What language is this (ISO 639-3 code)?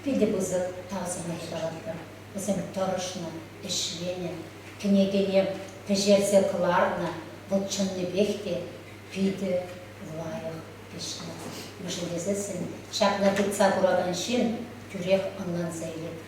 chv